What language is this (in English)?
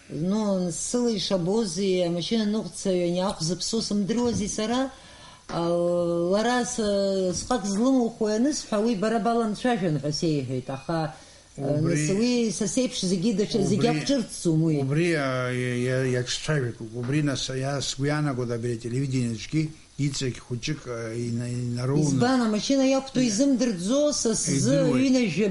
Abkhazian